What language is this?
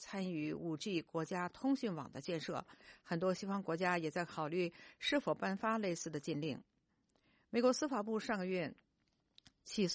Chinese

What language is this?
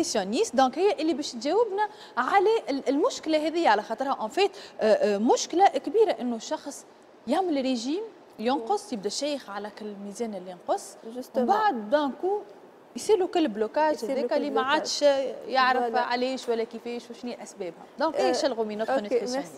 Tunisian Arabic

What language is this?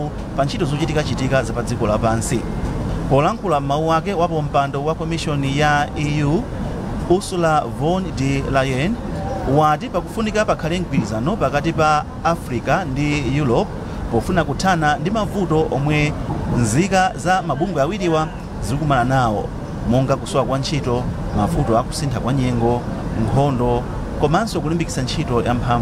Nyanja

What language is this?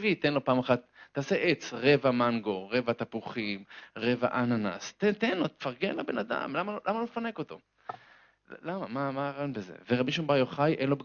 Hebrew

